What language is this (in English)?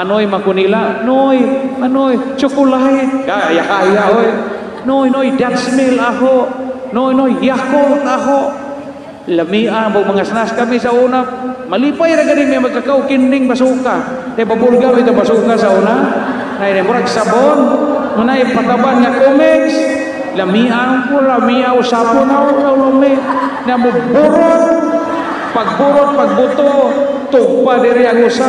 Cebuano